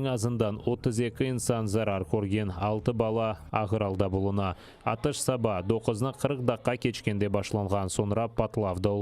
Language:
Crimean Tatar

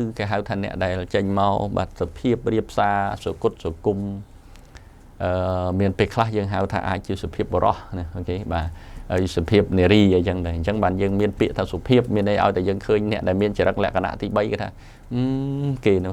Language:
Khmer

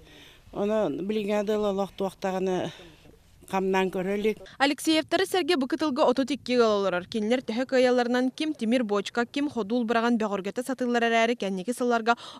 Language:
Yakut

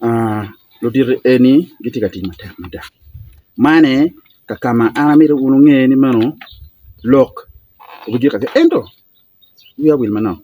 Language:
Acoli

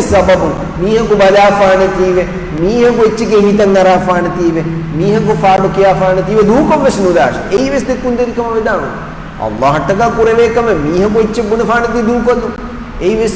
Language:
Divehi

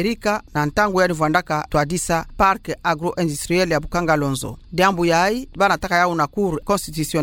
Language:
Kituba (Democratic Republic of Congo)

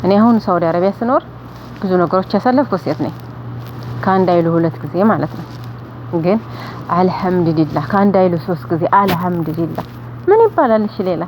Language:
Amharic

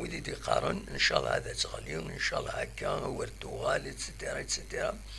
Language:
Kabyle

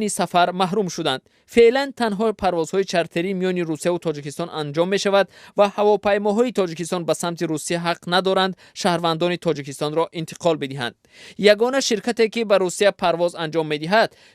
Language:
Tajik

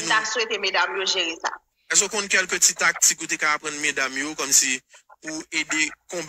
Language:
Haitian Creole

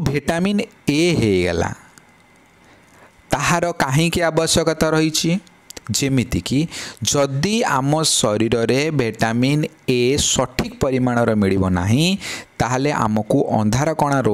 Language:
Odia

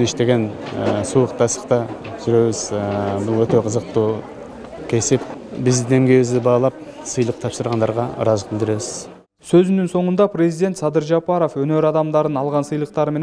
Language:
Kyrgyz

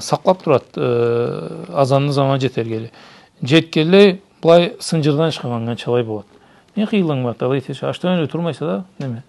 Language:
Karachay-Balkar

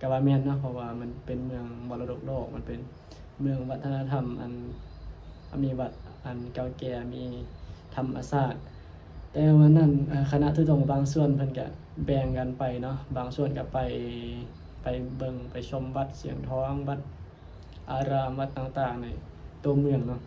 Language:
Northeastern Thai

